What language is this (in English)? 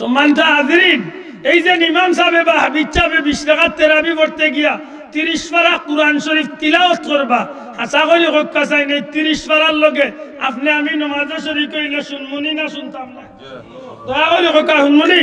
Sylheti